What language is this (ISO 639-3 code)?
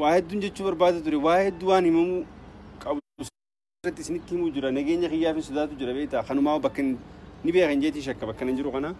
orm